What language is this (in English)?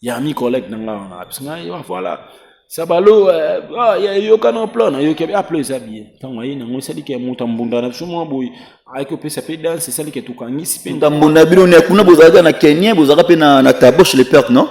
Lingala